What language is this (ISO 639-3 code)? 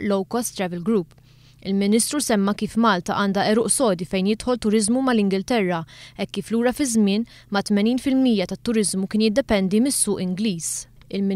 mlt